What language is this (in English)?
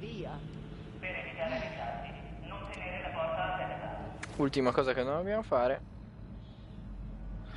Italian